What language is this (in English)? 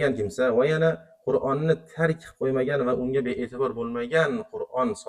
Uzbek